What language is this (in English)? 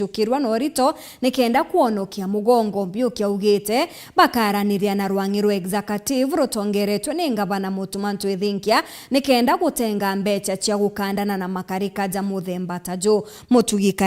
Meru